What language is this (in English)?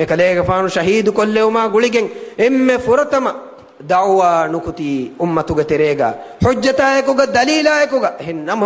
Divehi